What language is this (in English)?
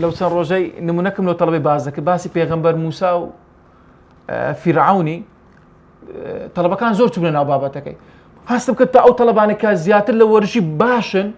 Central Kurdish